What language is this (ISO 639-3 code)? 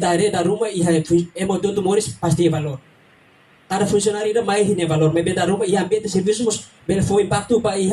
tet